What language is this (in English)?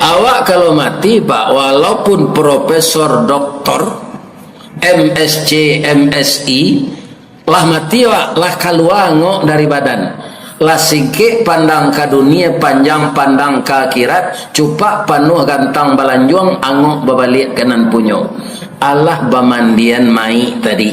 Minangkabau